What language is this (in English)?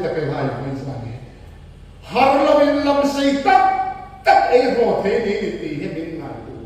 Hmar